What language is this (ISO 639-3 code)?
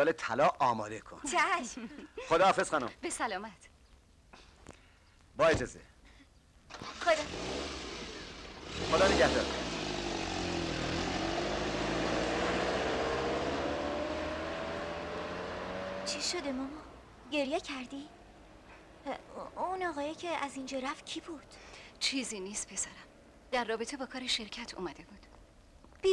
fas